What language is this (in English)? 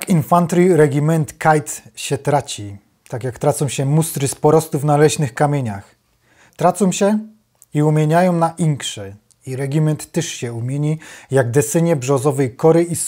Silesian